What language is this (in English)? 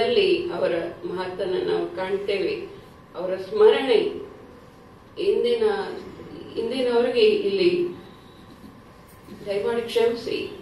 Kannada